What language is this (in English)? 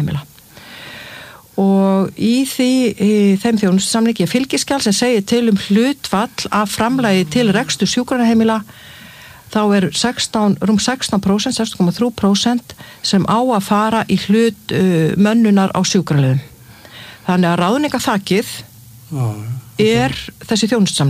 Icelandic